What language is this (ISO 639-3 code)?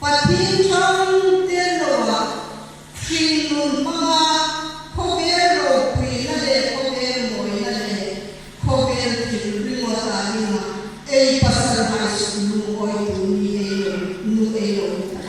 hmr